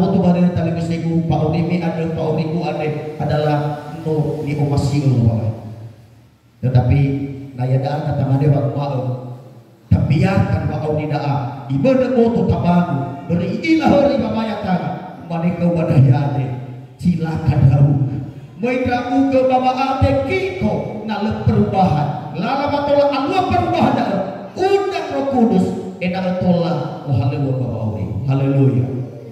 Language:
Nias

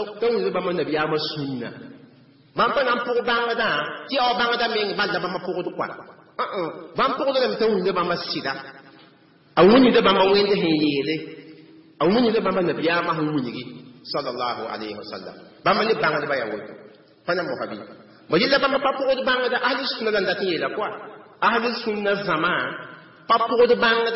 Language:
Mossi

